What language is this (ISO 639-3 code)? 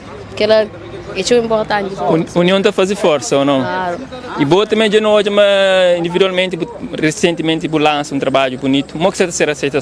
kea